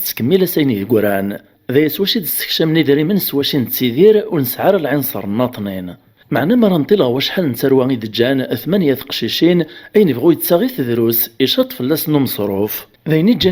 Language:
Kabyle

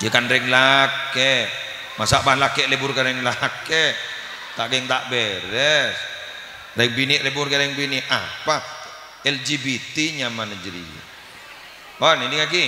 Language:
Madurese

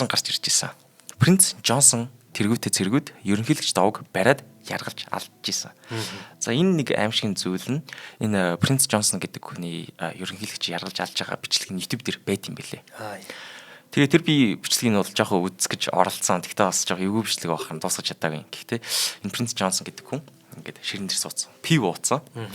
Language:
Mongolian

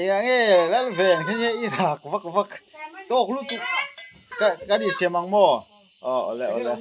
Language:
Mizo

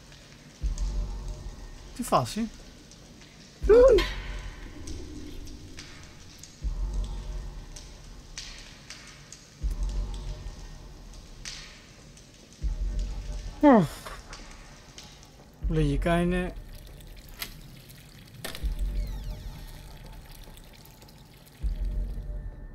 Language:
Greek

